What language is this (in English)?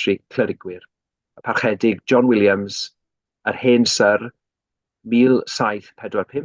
Welsh